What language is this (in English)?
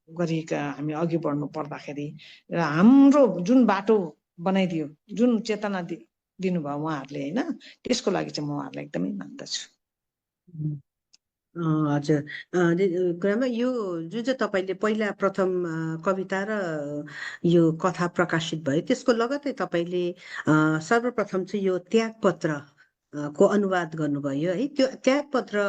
Nepali